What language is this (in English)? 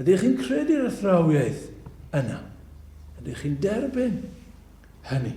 Welsh